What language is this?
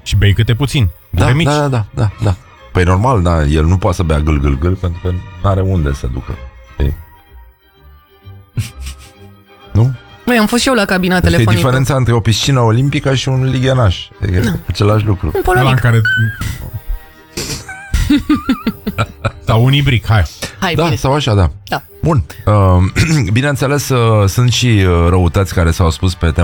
Romanian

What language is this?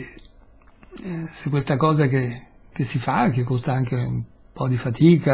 Italian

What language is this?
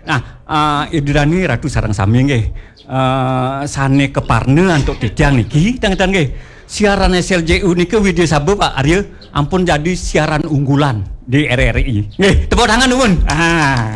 Balinese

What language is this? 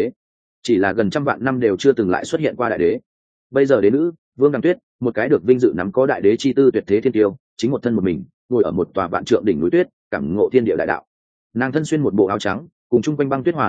Vietnamese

